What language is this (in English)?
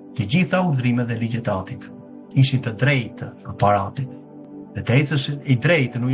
Albanian